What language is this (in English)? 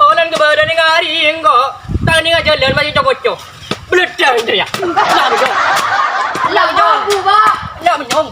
Madurese